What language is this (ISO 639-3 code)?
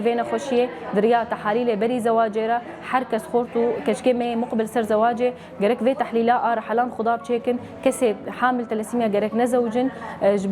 kur